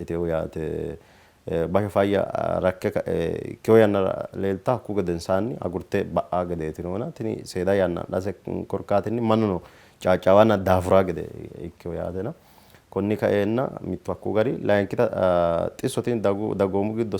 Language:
Sidamo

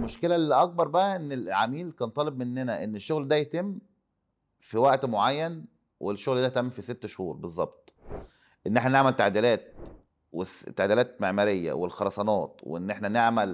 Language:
Egyptian Arabic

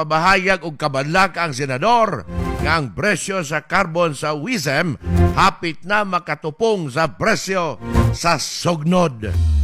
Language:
Cebuano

